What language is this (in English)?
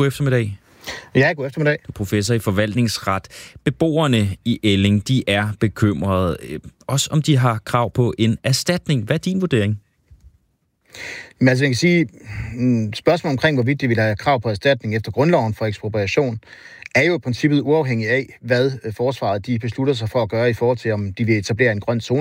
Danish